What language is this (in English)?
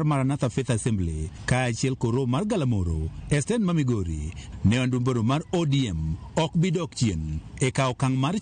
Luo (Kenya and Tanzania)